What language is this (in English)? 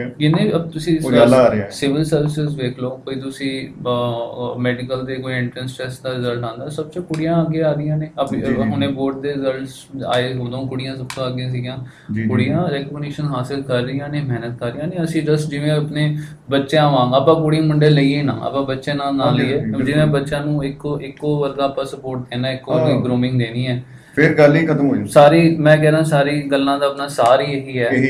Punjabi